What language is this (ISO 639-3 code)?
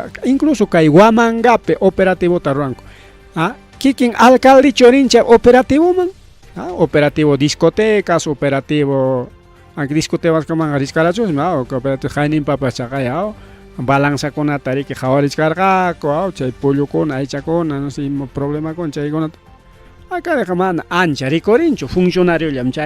quy